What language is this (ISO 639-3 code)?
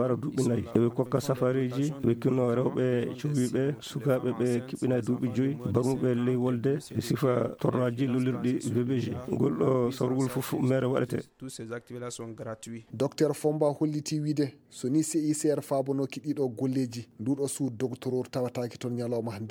ful